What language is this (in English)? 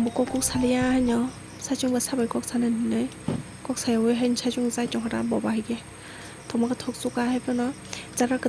Kok Borok